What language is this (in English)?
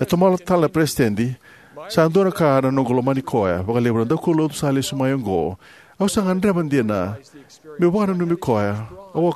Fijian